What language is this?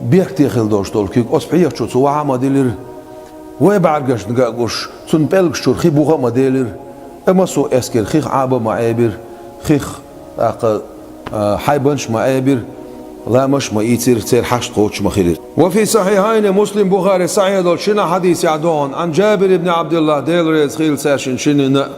Chechen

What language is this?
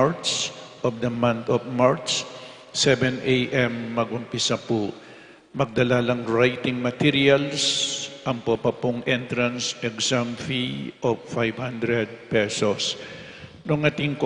Pampanga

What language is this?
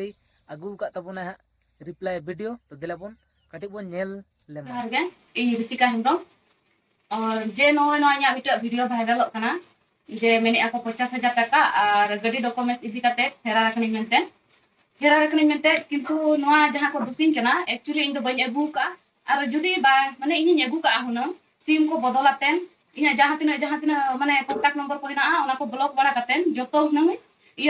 Santali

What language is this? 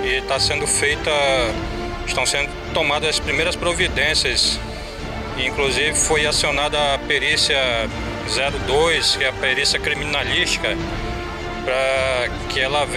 Portuguese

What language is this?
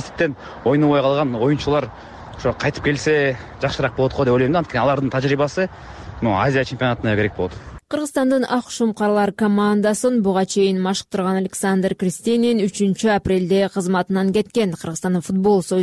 Kyrgyz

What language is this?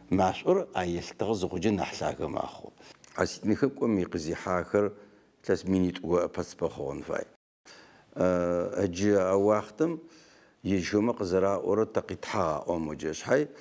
Adyghe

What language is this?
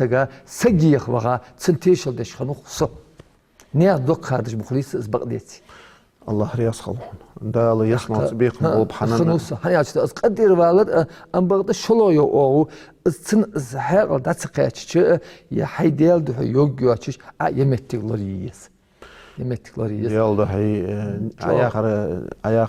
Ingush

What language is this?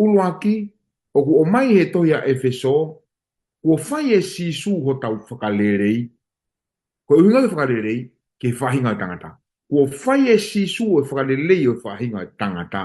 Tongan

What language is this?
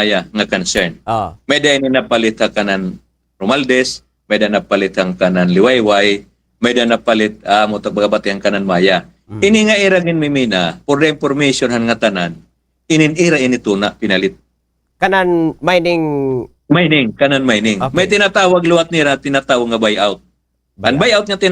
Waray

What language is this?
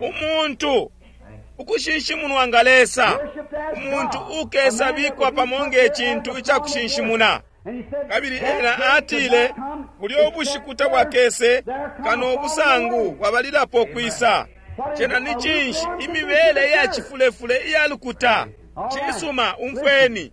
Bemba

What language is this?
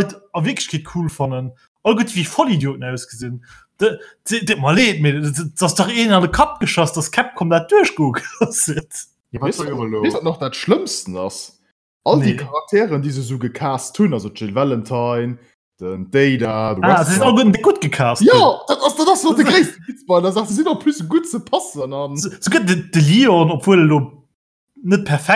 Luxembourgish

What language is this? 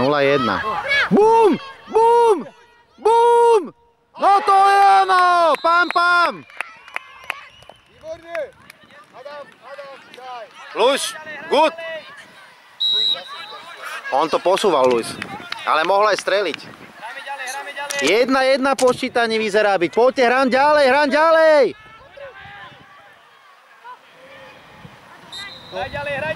Slovak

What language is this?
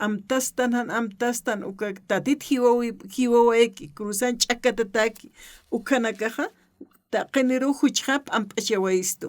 Aymara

